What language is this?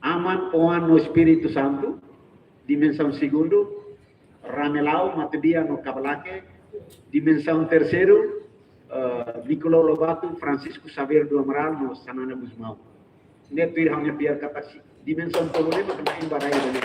Tetum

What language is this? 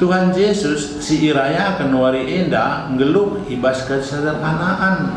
Batak Karo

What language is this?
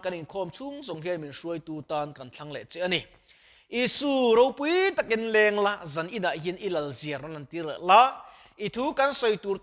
Mizo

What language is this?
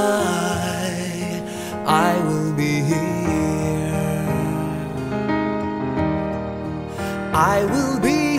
English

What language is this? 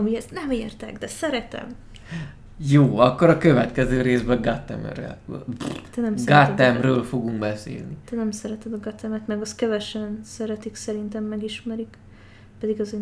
Hungarian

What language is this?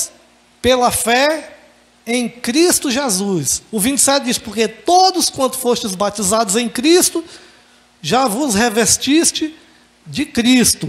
Portuguese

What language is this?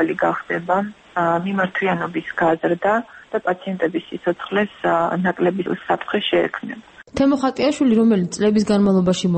Georgian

